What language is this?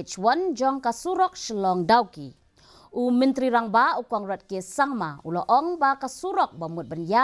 Khasi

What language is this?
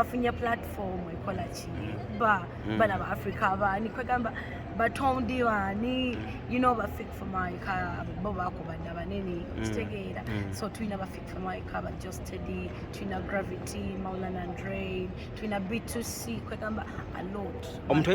Ganda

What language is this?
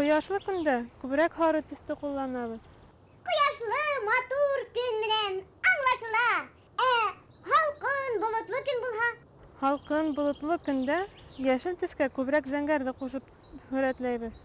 Bashkir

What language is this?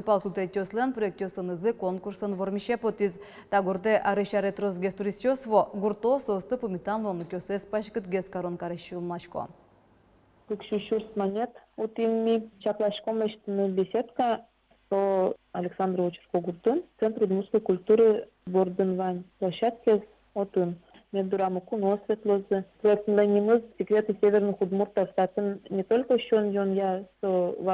Udmurt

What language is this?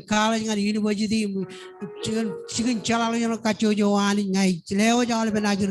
Marshallese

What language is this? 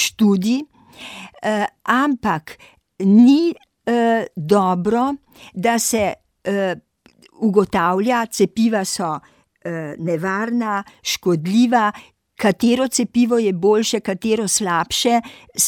Slovenian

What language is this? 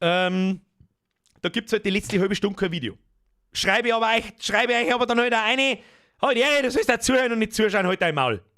Bavarian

